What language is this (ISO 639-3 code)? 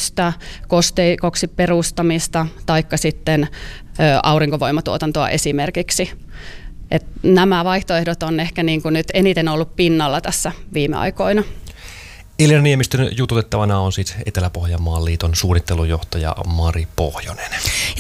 fin